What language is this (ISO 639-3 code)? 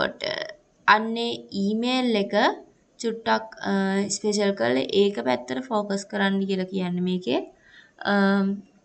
sin